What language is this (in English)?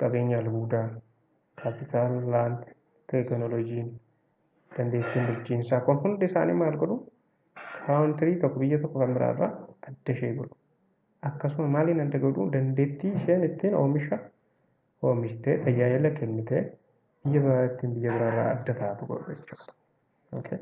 Oromo